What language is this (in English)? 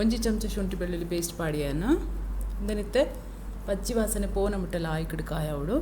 Tulu